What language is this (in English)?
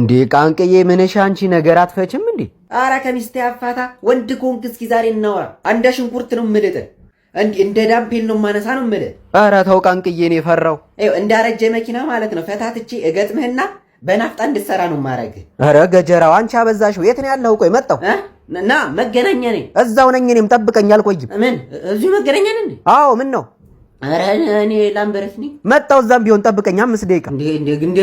Amharic